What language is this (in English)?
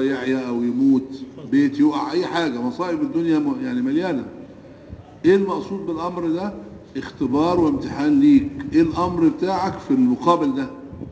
Egyptian Arabic